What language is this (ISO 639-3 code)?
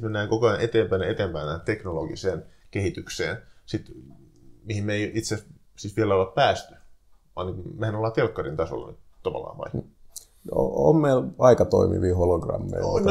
fin